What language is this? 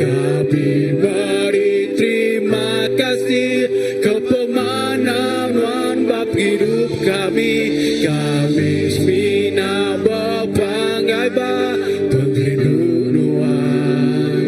Iban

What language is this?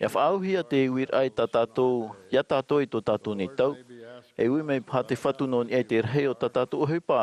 Tahitian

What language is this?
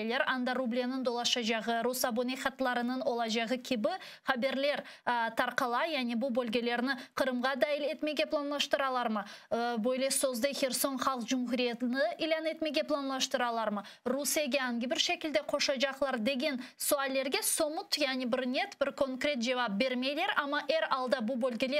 Crimean Tatar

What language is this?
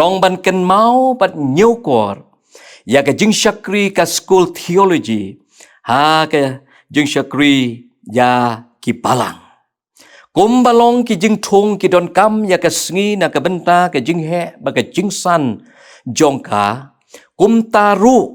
Khasi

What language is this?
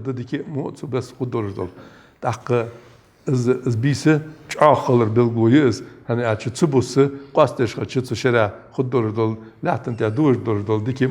Ingush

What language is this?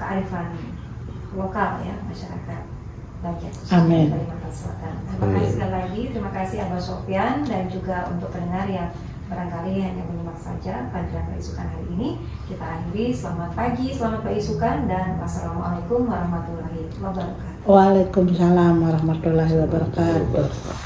Banjar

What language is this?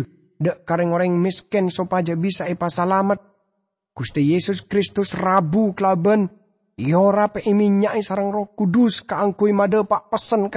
Madurese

